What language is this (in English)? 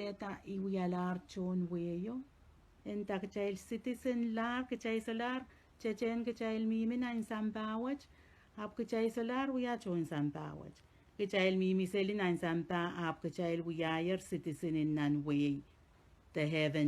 Pohnpeian